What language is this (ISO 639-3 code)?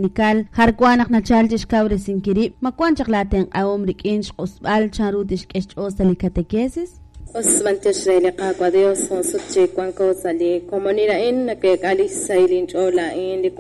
kek